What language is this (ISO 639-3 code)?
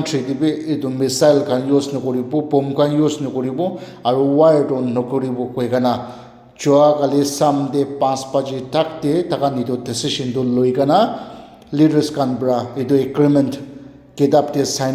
nag